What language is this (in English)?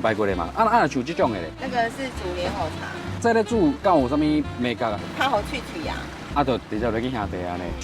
Min Nan Chinese